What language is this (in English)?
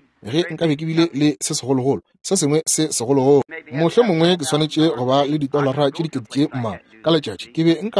Northern Sotho